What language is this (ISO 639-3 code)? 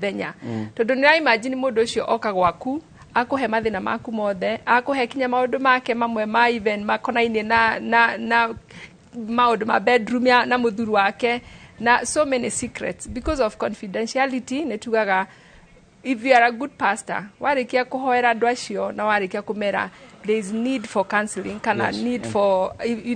kik